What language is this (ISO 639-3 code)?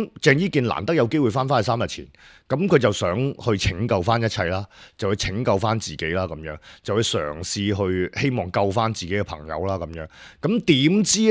yue